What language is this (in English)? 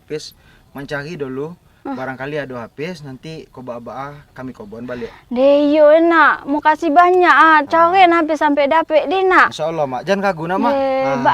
Minangkabau